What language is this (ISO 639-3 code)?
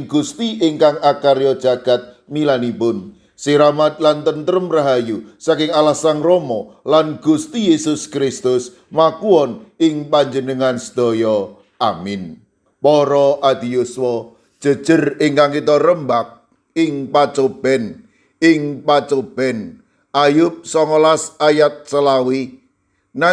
jav